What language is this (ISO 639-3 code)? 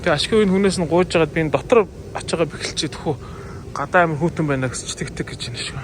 mon